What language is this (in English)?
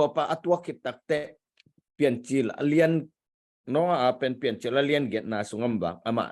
Tedim Chin